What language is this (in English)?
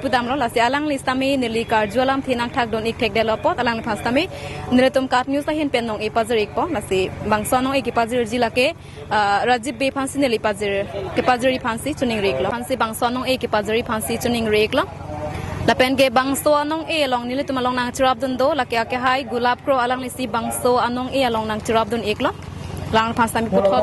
Karbi